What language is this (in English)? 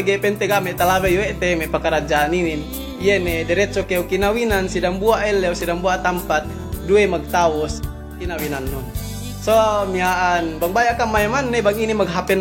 Yakan